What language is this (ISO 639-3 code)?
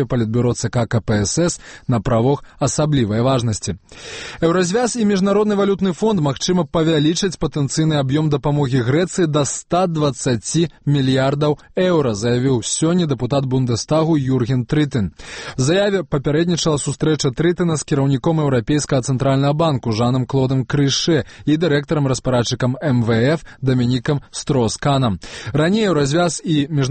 bel